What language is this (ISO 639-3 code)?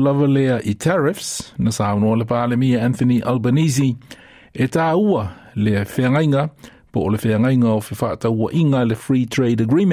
smo